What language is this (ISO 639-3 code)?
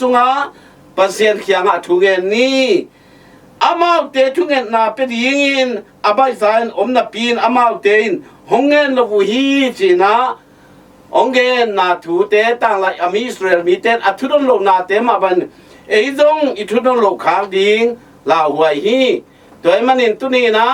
ctd